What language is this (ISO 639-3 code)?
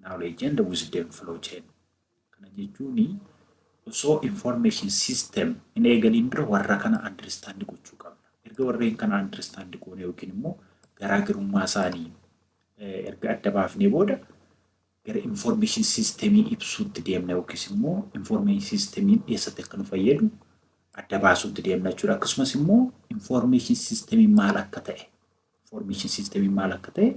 orm